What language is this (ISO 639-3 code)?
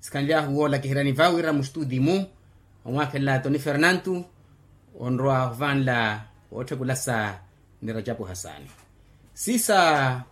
vmw